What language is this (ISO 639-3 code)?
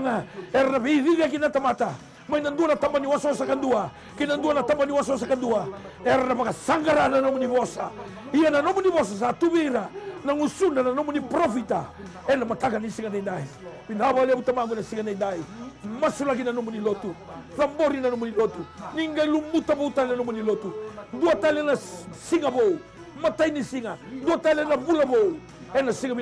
fij